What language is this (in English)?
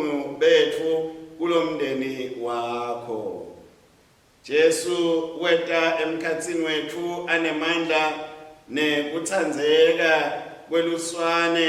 Swati